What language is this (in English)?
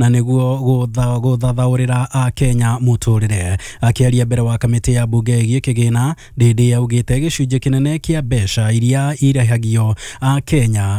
Kikuyu